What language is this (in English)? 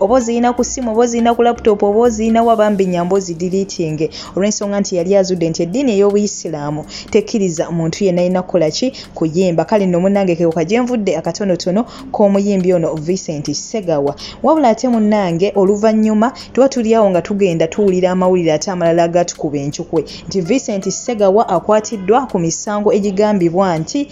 Ganda